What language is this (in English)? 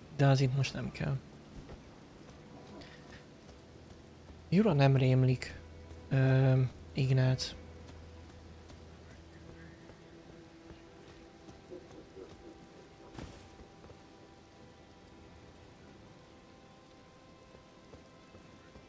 Hungarian